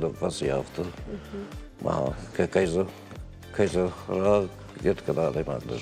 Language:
Ossetic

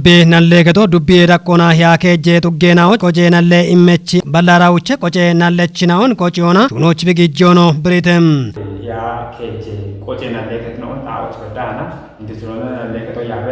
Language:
Kafa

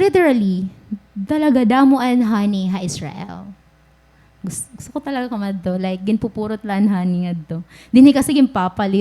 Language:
Waray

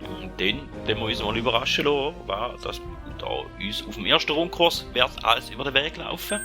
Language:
Swiss German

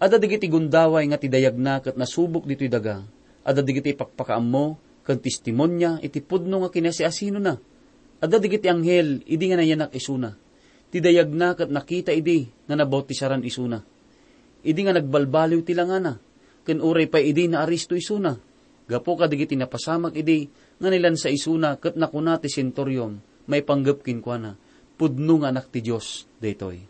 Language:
Iloko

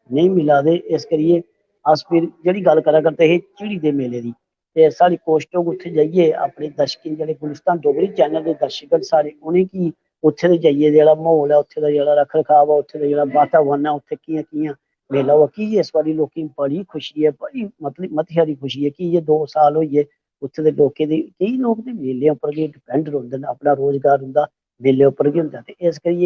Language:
Dogri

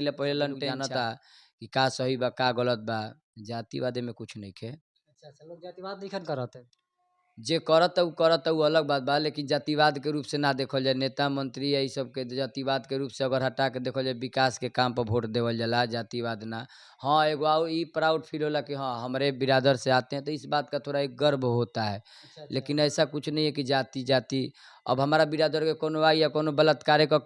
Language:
Bhojpuri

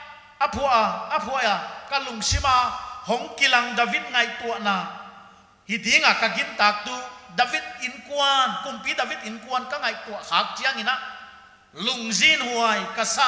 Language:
Paite Chin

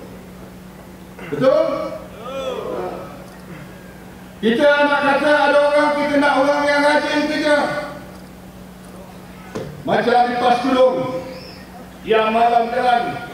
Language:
Malay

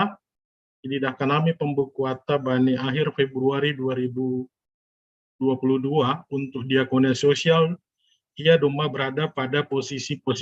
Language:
Batak Simalungun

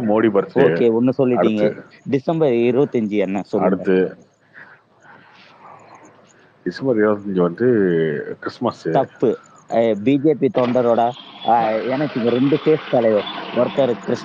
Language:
Tamil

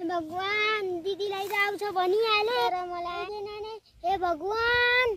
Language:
Nepali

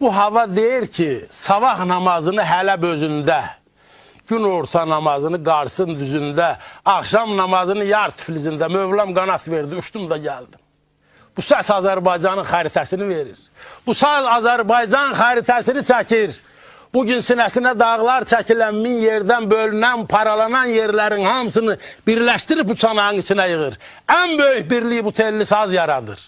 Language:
Azerbaijani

